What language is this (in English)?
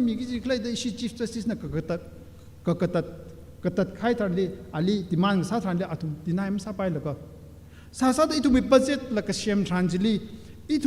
Tangkhul Naga (India)